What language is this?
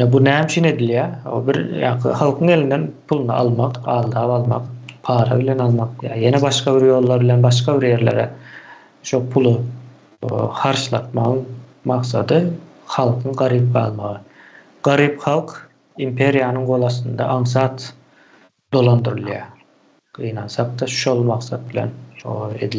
Turkmen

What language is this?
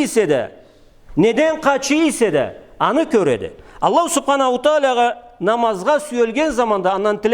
Karachay-Balkar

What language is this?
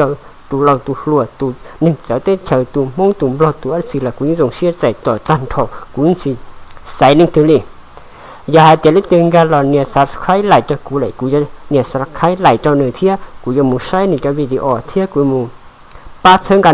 Hmong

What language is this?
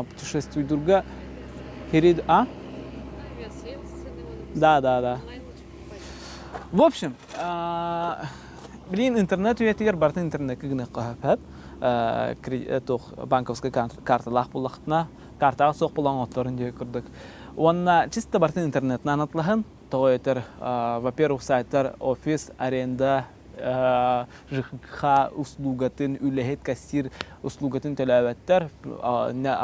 Yakut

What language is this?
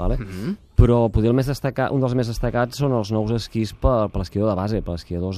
Catalan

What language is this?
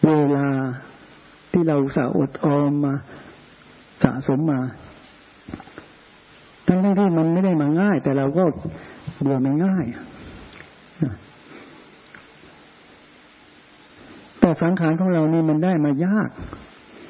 Thai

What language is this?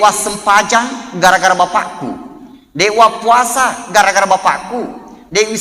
Buginese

